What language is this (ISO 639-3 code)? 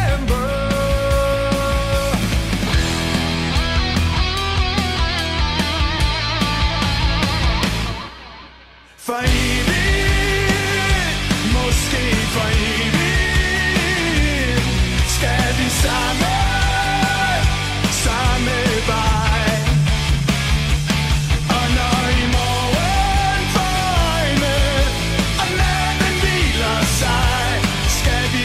dan